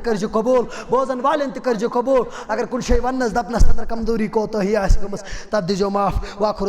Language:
Kashmiri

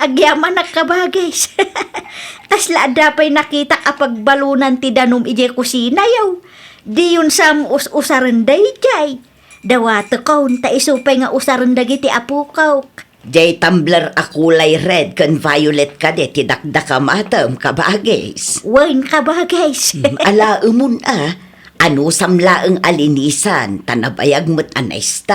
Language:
Iloko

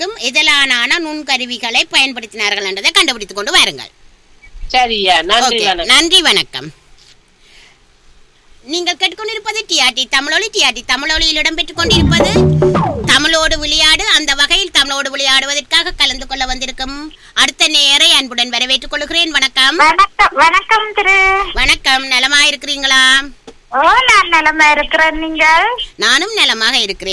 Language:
Tamil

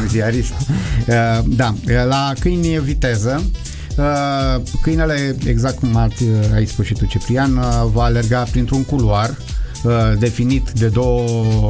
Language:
Romanian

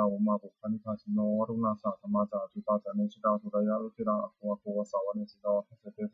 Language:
Pali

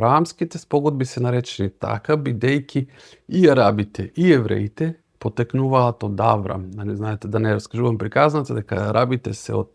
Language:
Macedonian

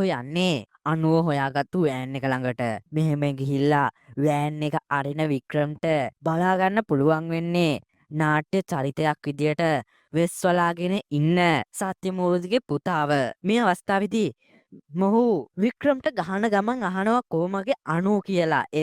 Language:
Sinhala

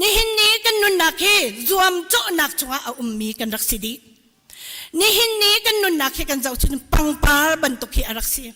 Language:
Hakha Chin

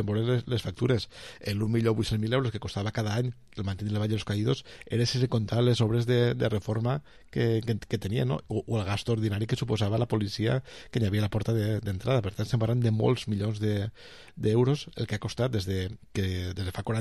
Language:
Catalan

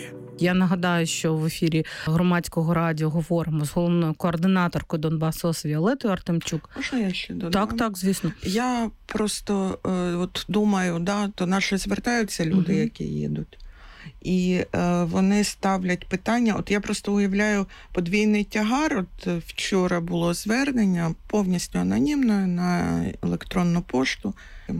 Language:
Ukrainian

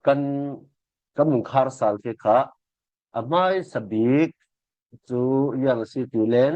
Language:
Falam Chin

